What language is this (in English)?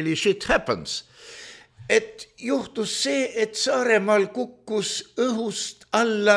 Estonian